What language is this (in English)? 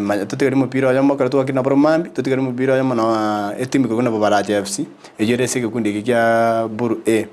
Gusii